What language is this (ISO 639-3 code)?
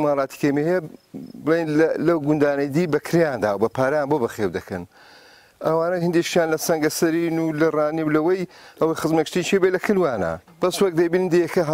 ckb